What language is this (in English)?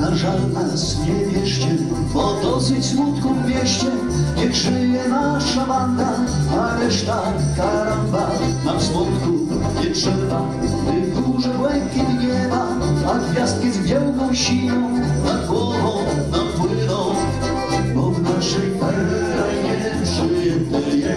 Silesian